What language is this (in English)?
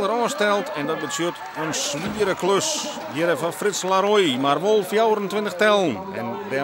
Western Frisian